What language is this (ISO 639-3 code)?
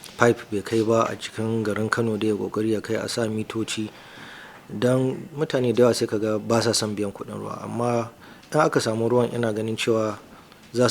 hau